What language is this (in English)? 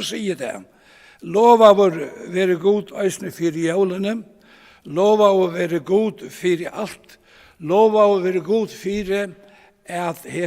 Faroese